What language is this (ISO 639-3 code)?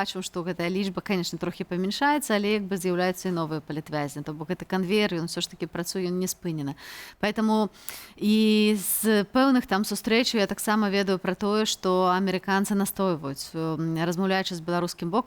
bel